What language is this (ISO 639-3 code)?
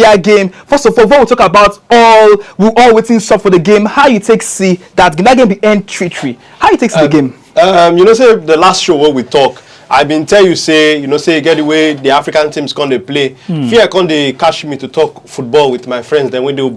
pcm